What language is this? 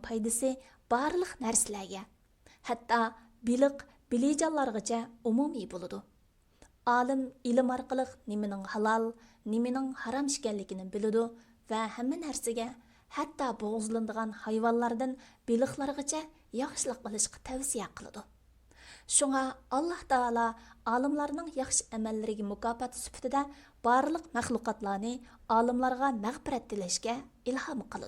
Uyghur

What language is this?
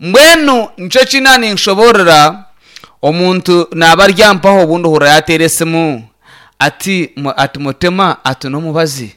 Nyankole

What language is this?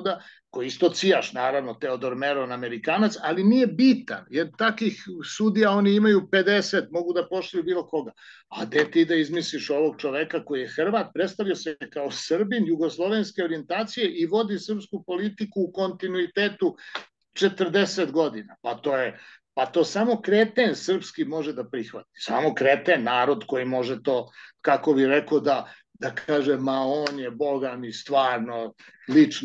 Serbian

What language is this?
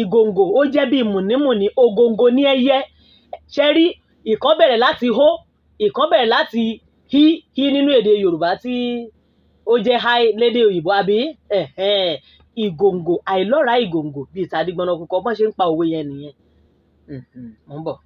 Yoruba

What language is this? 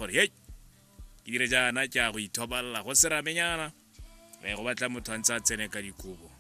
Tswana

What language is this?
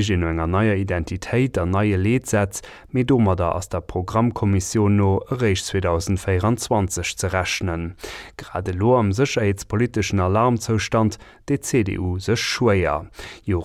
Luxembourgish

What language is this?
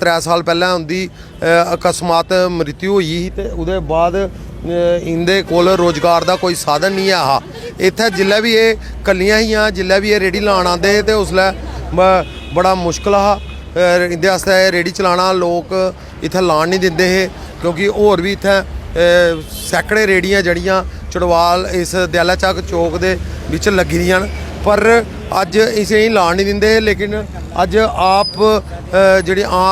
Dogri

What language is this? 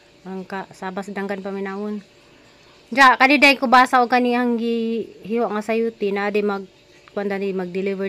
Cebuano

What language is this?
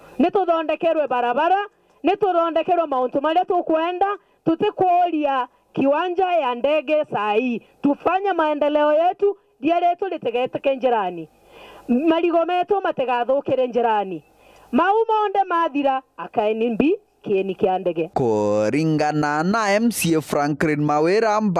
Meru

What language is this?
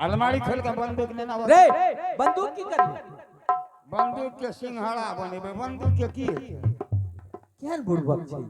Angika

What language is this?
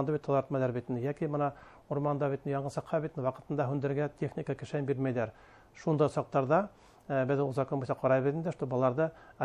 Bashkir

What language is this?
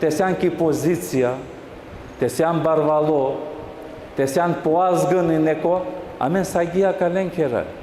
Balkan Romani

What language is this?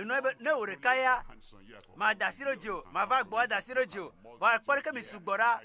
Ewe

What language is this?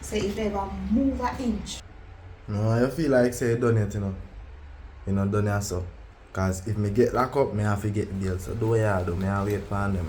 Jamaican Creole English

